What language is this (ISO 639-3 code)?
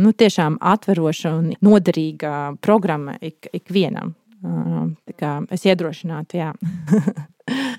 lav